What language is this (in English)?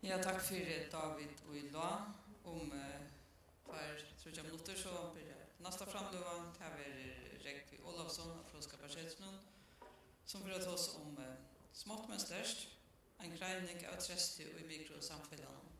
Faroese